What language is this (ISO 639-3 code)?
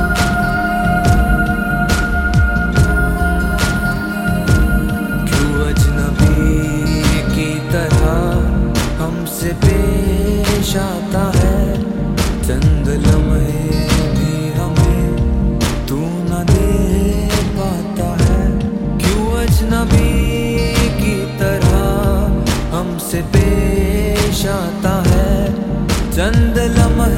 hin